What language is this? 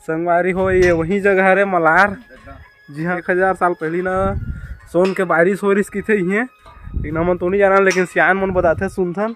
Chhattisgarhi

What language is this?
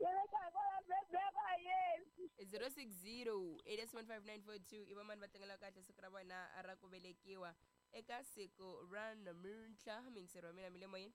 Tsonga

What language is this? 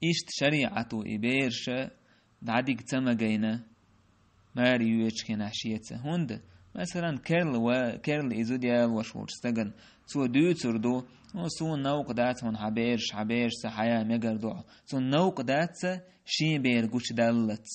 Chechen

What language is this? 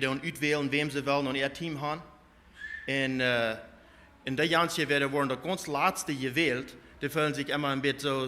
Plautdietsch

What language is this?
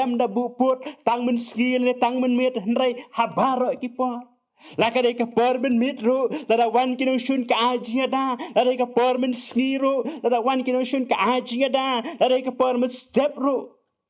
Khasi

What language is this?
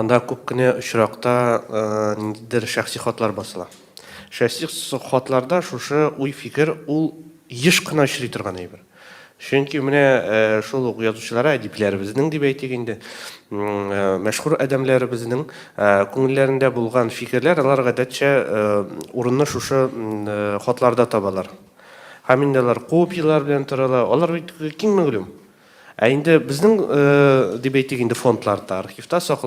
Tatar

